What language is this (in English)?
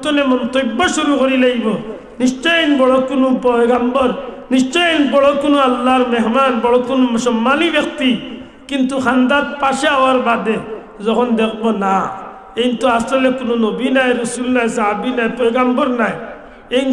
Sylheti